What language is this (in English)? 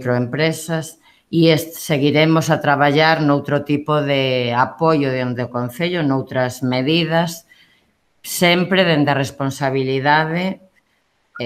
Galician